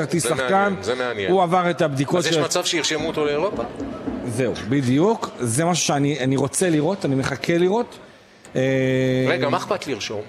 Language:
Hebrew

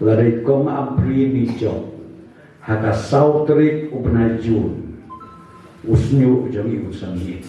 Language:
Khasi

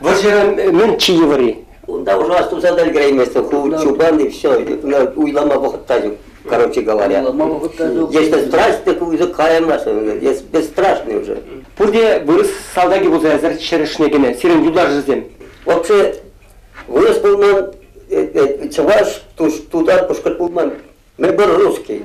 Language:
Chuvash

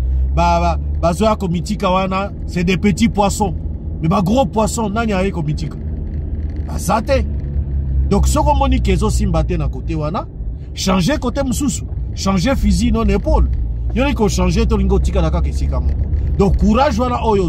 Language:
Lingala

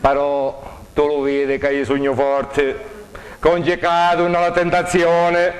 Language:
Sicilian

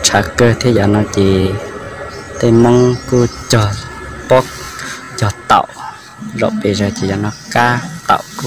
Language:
Hmong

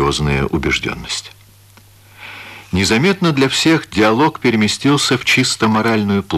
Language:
Russian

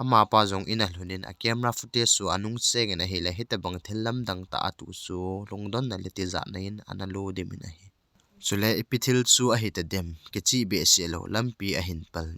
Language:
Thado Chin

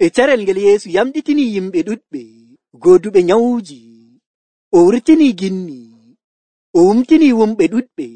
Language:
Nigerian Fulfulde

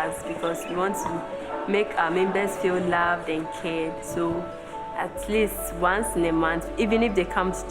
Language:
Tahitian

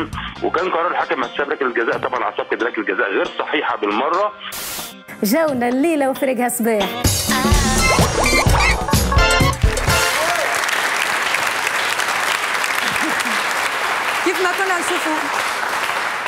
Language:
Tunisian Arabic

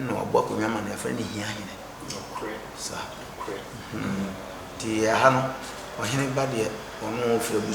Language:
Akan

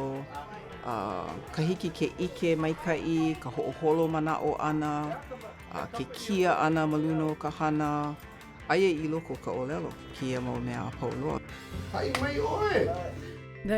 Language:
Hawaiian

